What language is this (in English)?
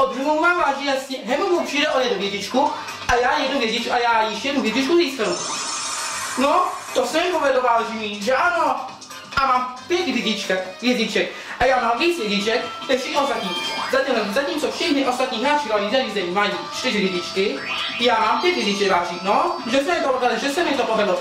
Czech